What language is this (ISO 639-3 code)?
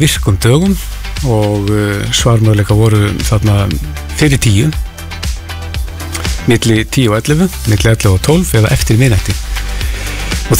isl